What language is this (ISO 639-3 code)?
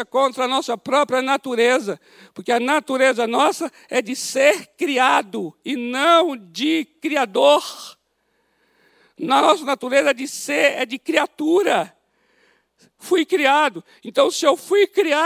por